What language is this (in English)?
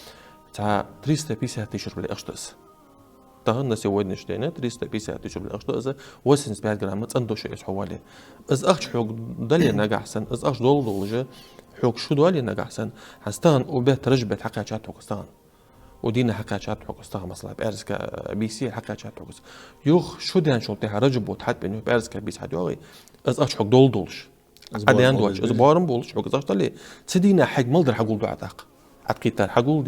Ingush